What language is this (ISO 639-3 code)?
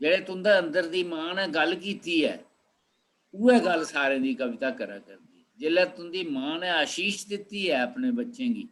doi